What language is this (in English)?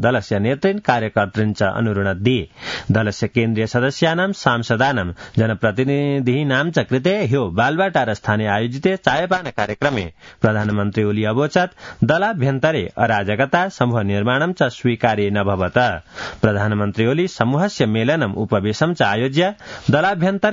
Sanskrit